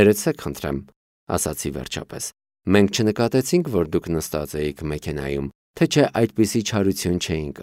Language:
Armenian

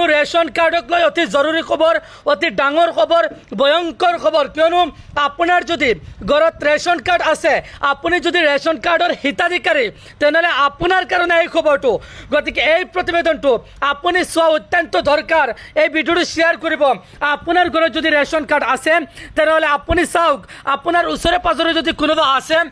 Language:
Assamese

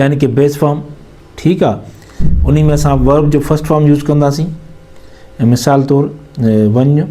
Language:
Sindhi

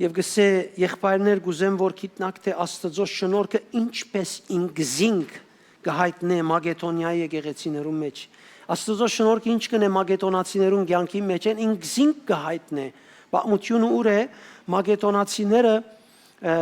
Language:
Western Armenian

